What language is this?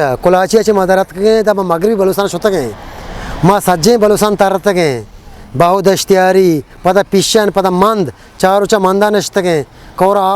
Eastern Balochi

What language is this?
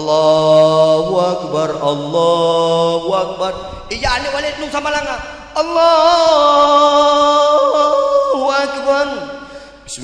Achinese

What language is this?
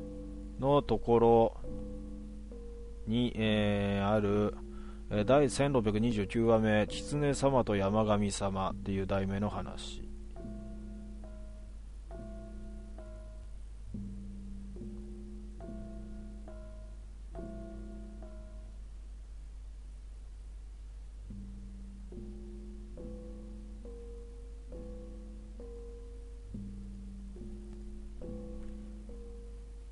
Japanese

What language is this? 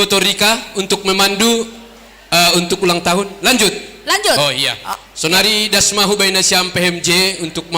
Batak Simalungun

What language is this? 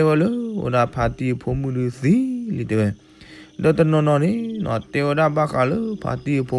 S'gaw Karen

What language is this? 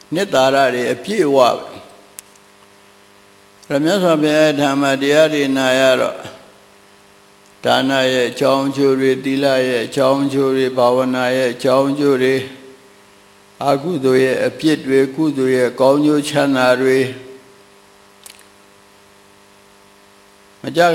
Burmese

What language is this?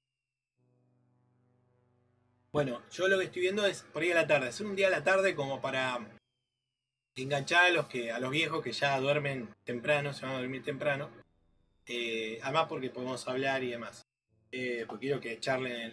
Spanish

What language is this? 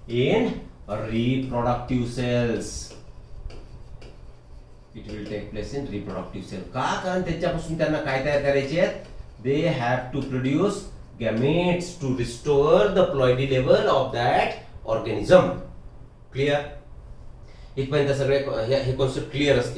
Marathi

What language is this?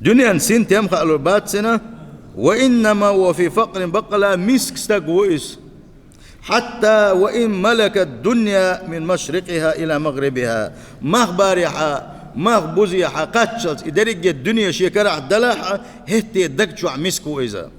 Chechen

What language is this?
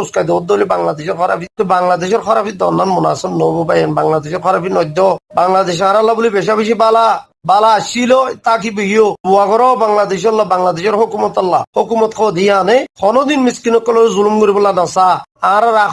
Rohingya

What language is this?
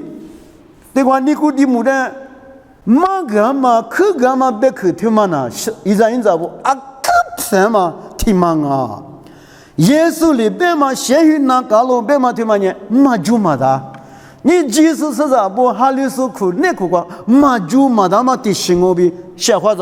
Lisu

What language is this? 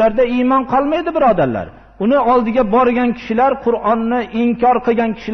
Uzbek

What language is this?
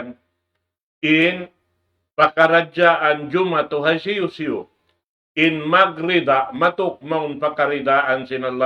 Tausug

